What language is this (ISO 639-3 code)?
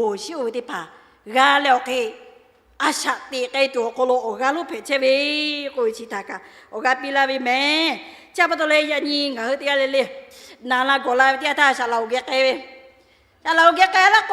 lhu